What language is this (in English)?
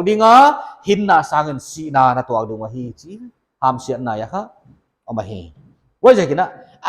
Paite Chin